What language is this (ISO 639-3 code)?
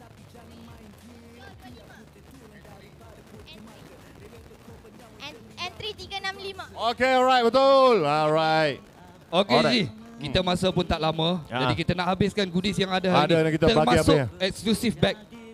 msa